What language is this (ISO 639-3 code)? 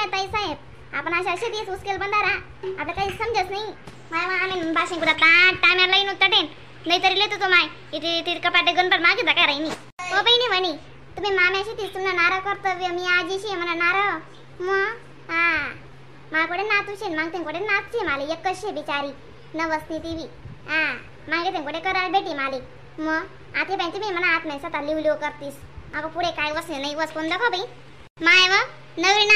khn